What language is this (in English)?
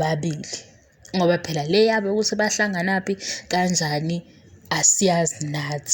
Zulu